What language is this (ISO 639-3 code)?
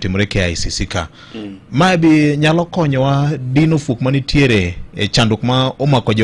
luo